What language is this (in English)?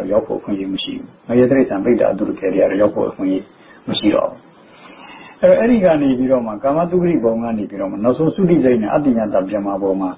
Burmese